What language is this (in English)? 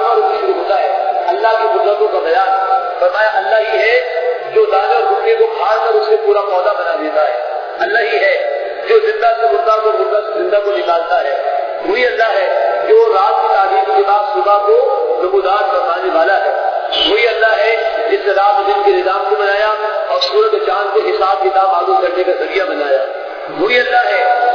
Urdu